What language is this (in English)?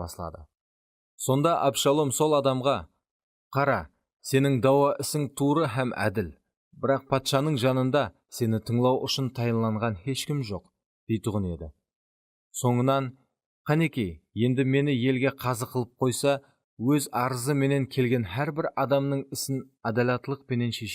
Kara-Kalpak